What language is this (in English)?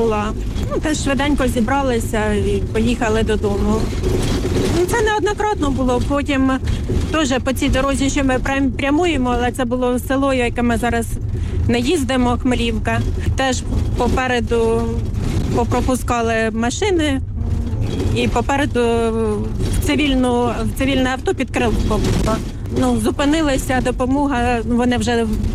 Ukrainian